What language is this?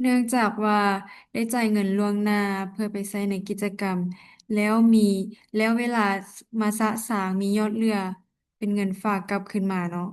Lao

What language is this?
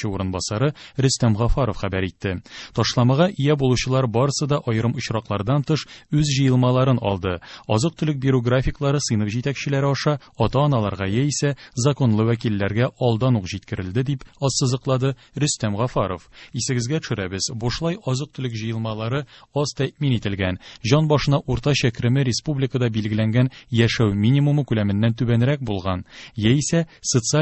Tatar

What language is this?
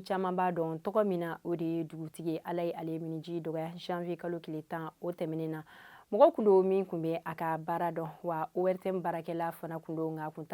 Bambara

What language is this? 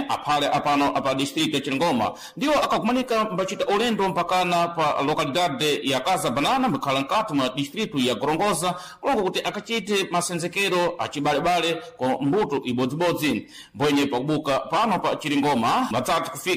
Sena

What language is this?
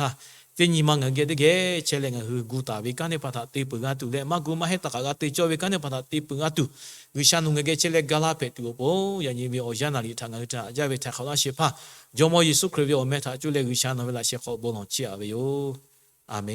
Lahu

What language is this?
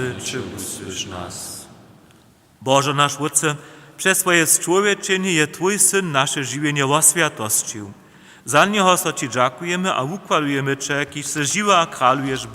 Upper Sorbian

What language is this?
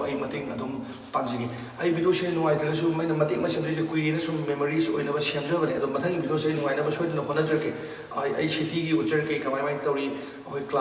Manipuri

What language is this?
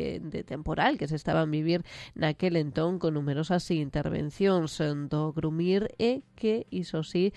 Galician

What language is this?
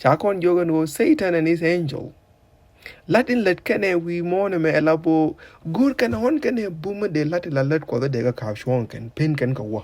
Nuer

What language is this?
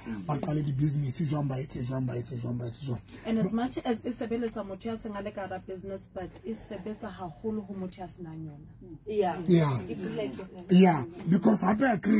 Southern Sotho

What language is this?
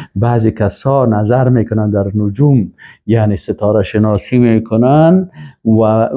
Persian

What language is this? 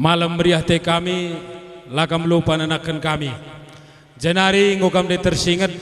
Batak Karo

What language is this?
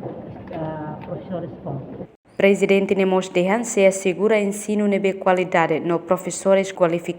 Tetum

